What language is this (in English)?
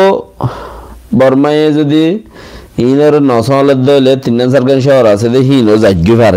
Rohingya